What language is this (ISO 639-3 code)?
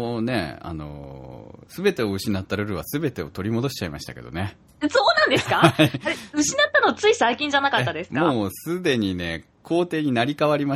jpn